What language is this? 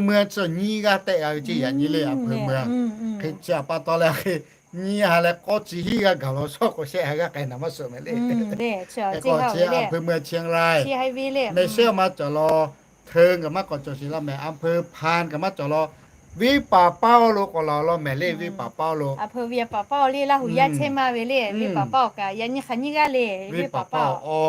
Lahu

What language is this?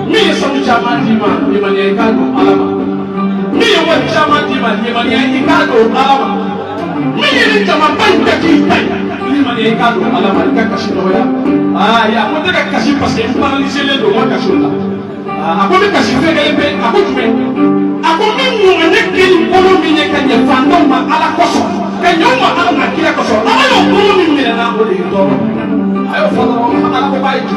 Bambara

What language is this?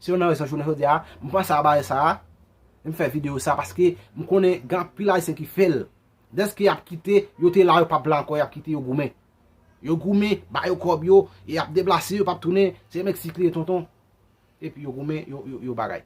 Haitian Creole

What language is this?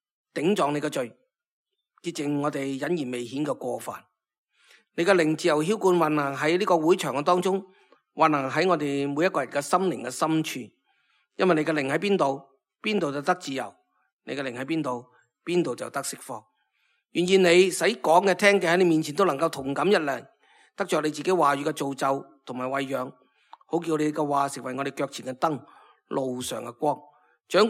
Cantonese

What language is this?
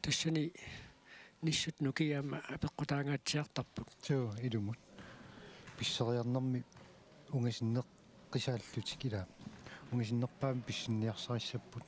Kalaallisut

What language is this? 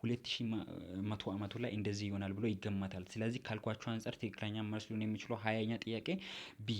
Amharic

